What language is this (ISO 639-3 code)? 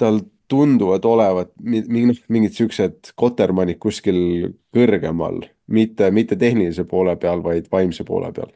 est